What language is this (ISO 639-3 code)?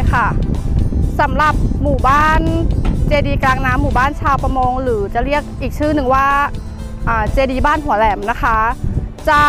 tha